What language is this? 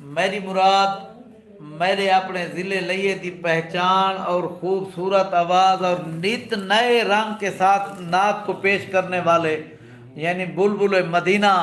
Saraiki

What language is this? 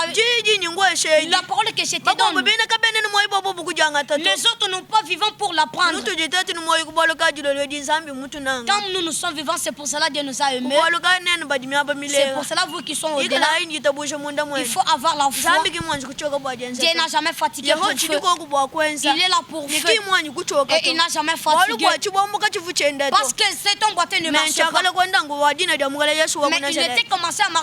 Luba-Lulua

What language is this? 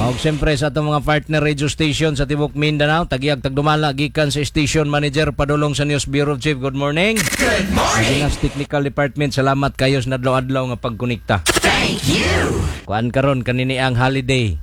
Cebuano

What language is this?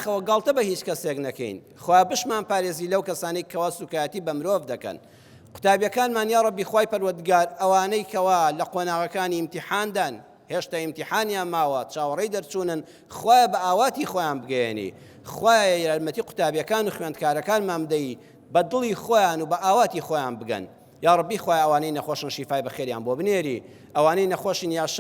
Central Kurdish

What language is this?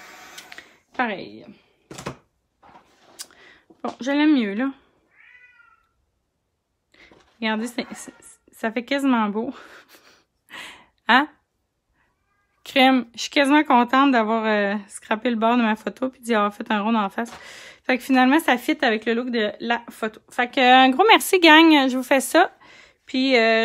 French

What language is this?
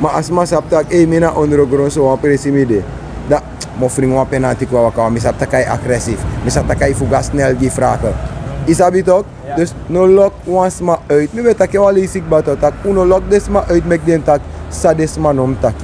Sranan Tongo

